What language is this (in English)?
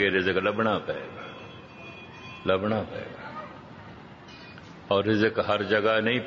Punjabi